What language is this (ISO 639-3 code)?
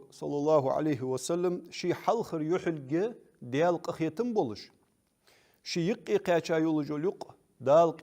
inh